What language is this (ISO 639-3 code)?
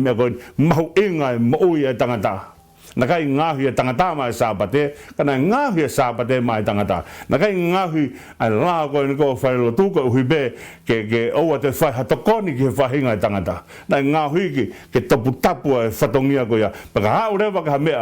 ton